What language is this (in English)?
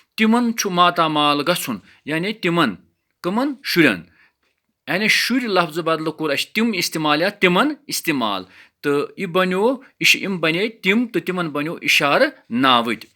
Kashmiri